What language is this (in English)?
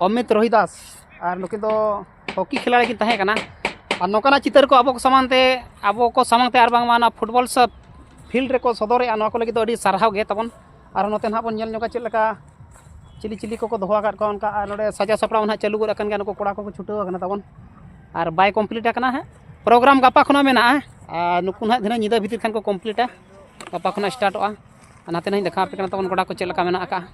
Santali